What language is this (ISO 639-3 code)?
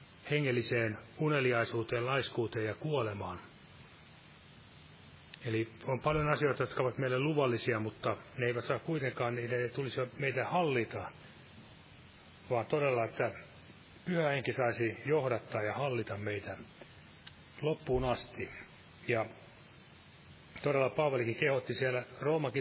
fin